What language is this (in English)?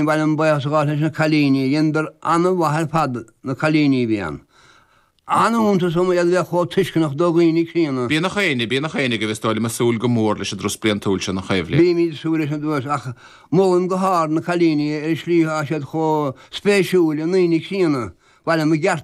Irish